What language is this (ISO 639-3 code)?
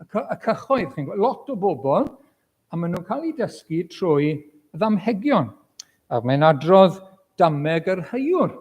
cym